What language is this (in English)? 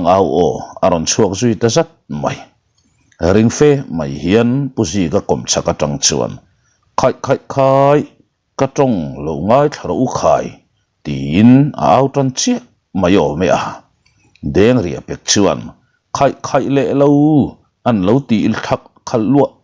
Mizo